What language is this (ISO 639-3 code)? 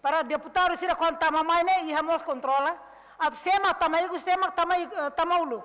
tet